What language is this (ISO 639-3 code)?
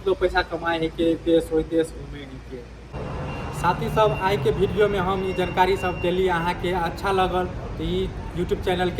mai